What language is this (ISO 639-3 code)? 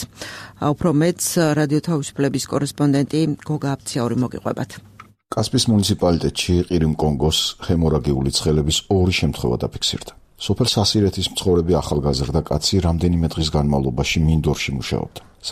kat